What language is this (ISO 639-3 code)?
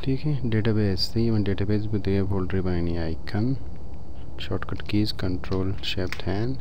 bal